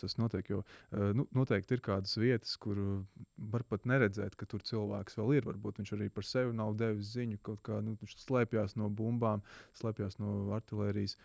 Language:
Latvian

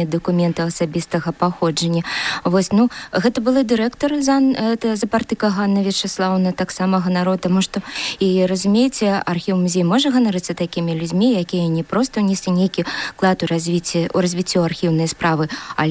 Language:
Belarusian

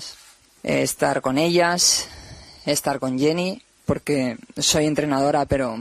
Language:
Spanish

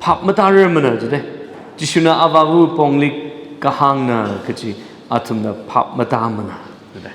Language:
Tangkhul Naga (India)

